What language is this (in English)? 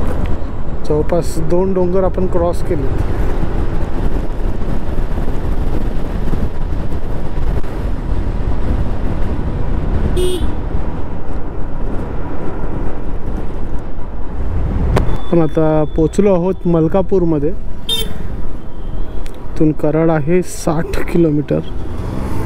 Marathi